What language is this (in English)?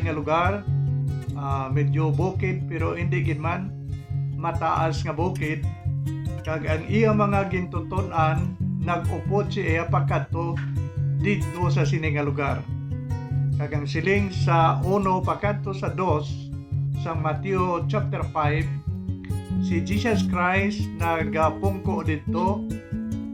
Hiligaynon